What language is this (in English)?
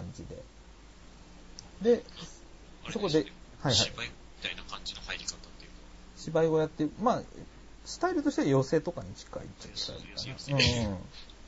Japanese